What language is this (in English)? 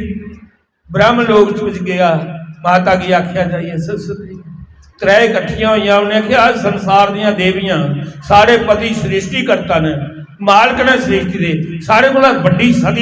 Dogri